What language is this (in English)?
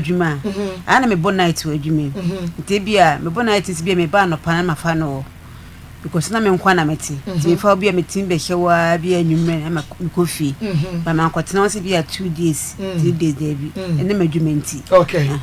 Akan